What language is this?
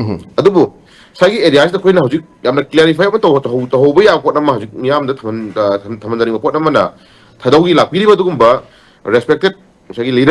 Manipuri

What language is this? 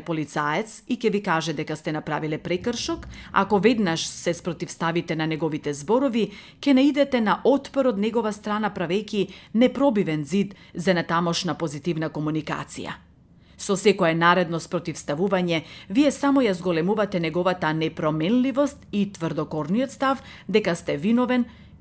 Macedonian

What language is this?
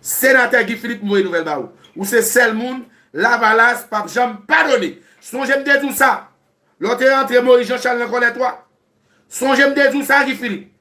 Haitian Creole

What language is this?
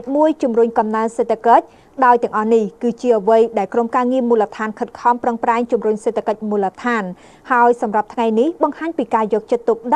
Khmer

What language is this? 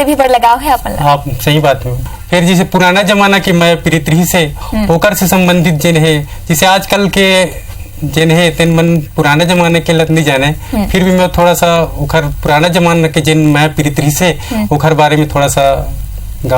Chhattisgarhi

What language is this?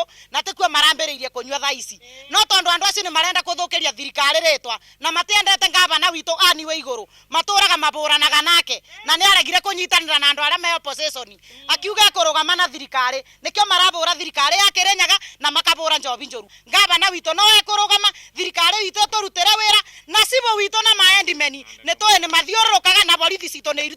Kikuyu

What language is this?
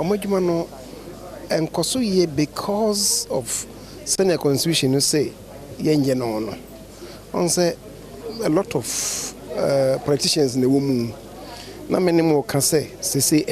Akan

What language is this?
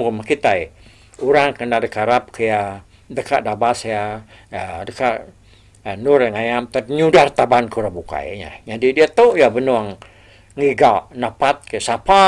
Iban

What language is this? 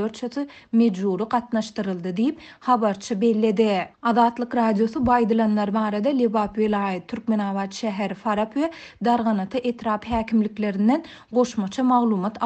Turkmen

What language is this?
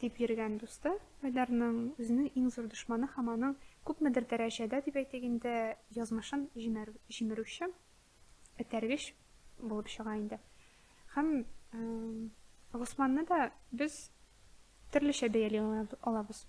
Tatar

